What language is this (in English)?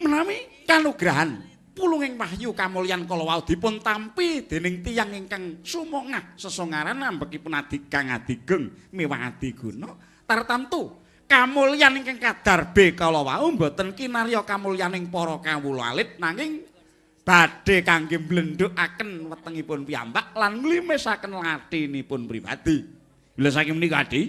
Javanese